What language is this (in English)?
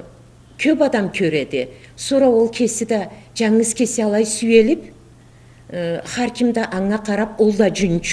Karachay-Balkar